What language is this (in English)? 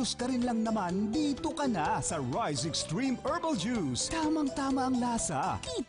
Bikol